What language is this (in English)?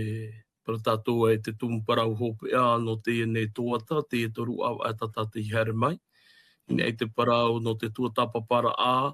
Tahitian